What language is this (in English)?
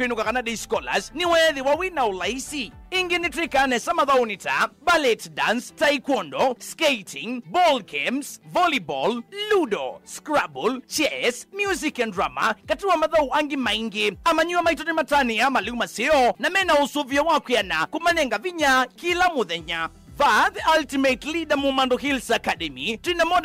Kamba